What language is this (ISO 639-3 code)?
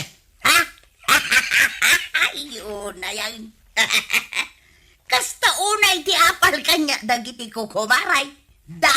ilo